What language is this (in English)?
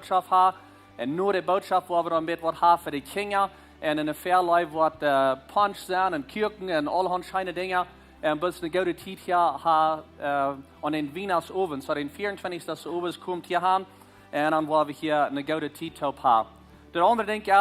Plautdietsch